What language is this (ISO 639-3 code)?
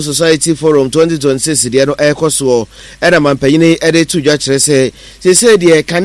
aka